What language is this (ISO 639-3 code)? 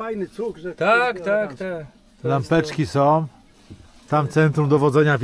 pol